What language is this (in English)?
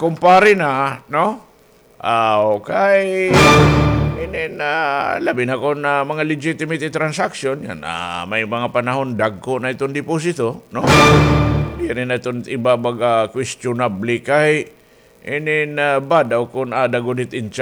Waray